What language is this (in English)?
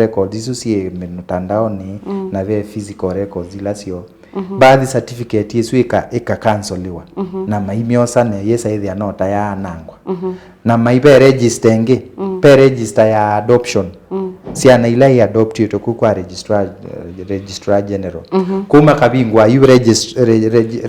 Kamba